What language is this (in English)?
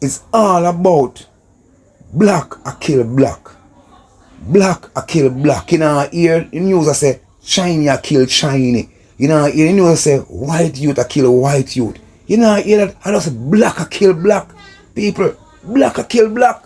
Jamaican Creole English